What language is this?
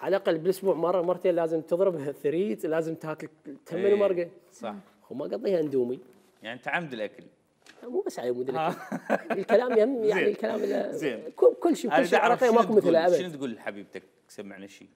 Mesopotamian Arabic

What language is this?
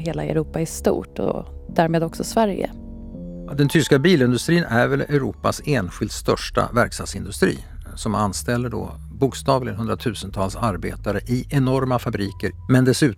Swedish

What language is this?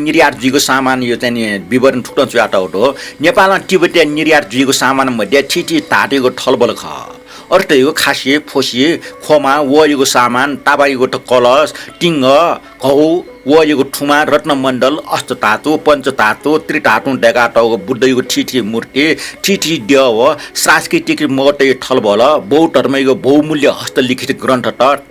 Newari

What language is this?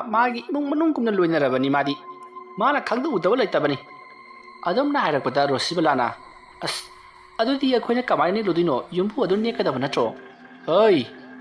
Manipuri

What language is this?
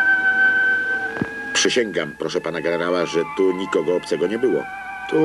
Polish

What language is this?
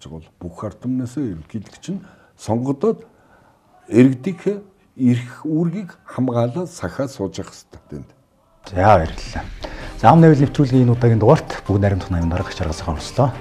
Mongolian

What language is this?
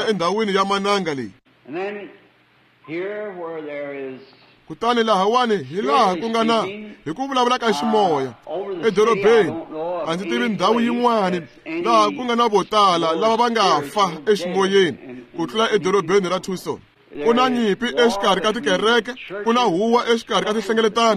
Tsonga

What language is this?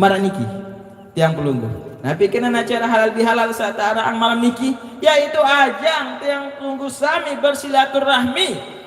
Sasak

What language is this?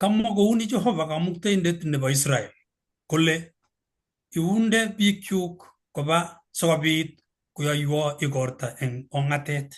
Kalenjin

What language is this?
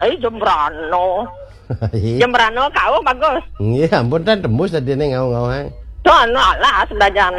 Balinese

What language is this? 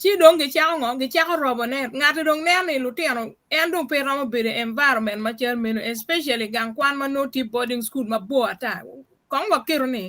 Acoli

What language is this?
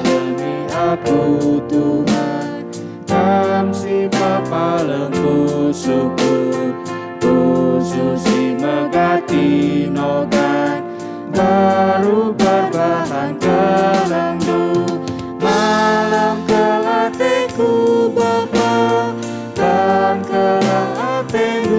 Batak Karo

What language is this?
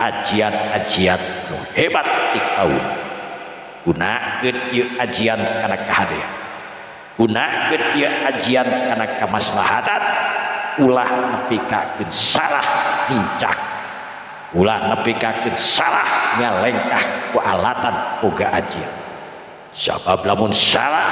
Sundanese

